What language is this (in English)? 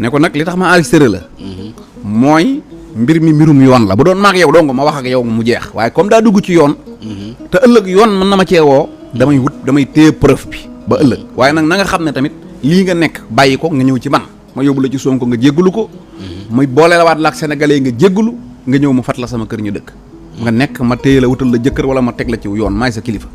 Wolof